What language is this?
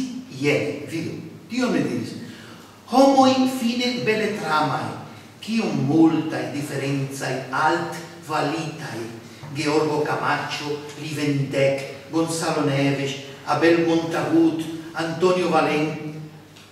Esperanto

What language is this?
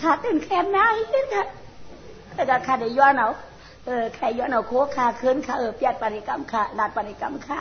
Shan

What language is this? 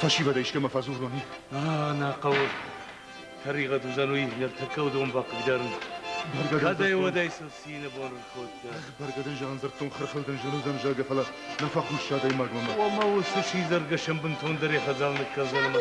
Ossetic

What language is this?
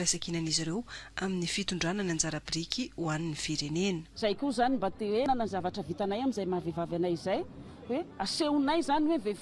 Malagasy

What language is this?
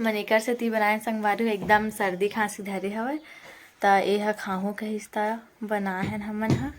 Chhattisgarhi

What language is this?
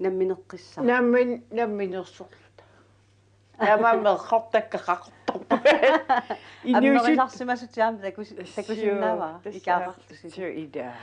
Kalaallisut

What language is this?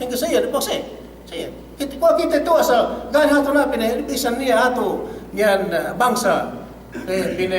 Yakan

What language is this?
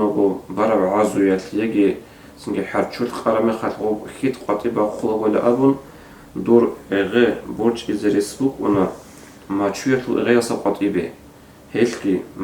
Avaric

